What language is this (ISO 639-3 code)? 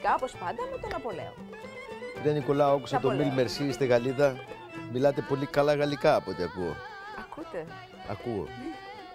ell